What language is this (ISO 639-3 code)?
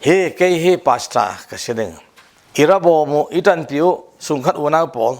cfm